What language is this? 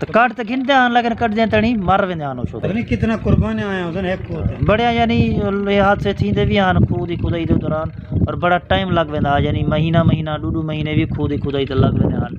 Saraiki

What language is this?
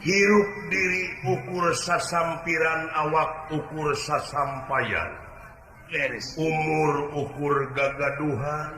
Sundanese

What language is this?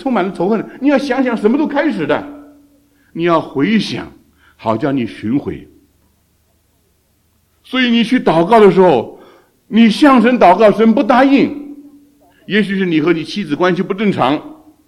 Chinese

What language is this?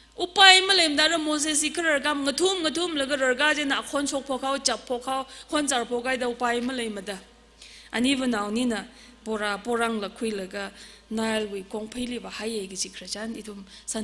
Tangkhul Naga (India)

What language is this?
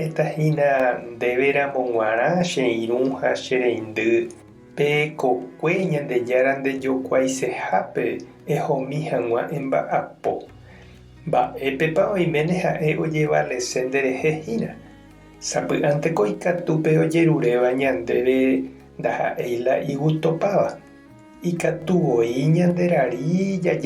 Guarani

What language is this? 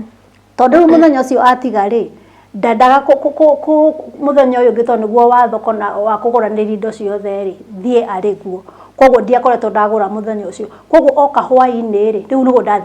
Kikuyu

